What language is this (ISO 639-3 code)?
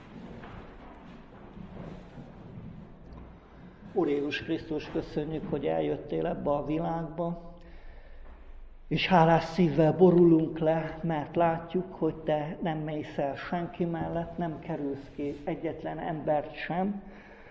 hun